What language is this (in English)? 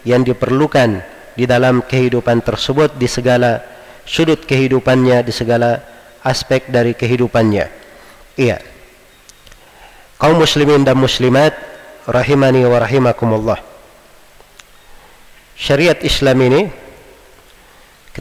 Indonesian